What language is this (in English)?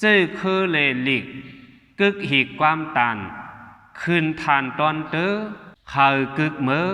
Shan